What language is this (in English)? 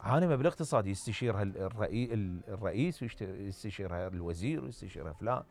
Mesopotamian Arabic